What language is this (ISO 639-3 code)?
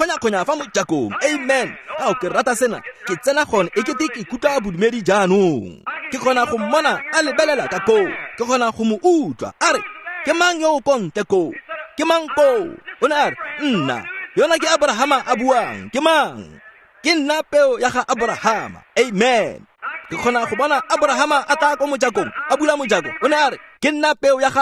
tsn